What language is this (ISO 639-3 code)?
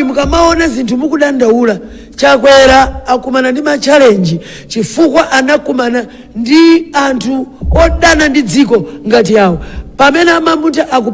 nya